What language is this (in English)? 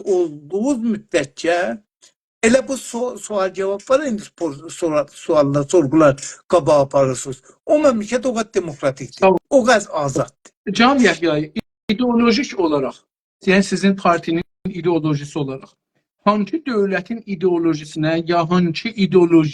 South Azerbaijani